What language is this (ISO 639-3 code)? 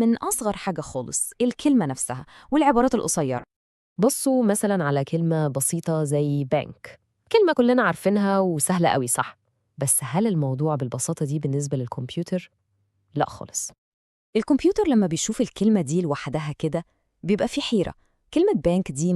arz